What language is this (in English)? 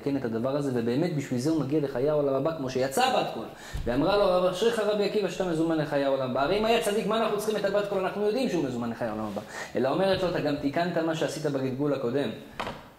Hebrew